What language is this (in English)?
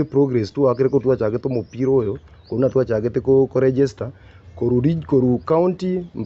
Gusii